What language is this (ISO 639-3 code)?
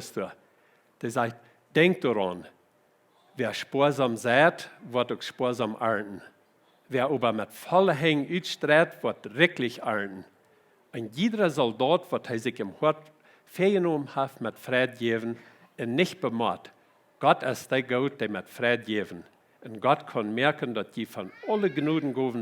pdt